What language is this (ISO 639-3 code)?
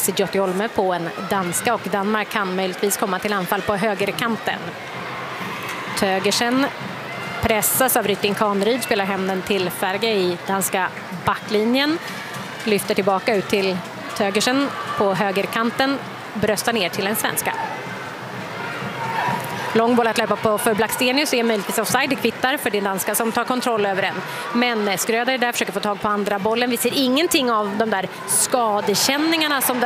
swe